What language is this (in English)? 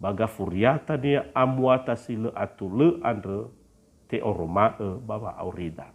Nias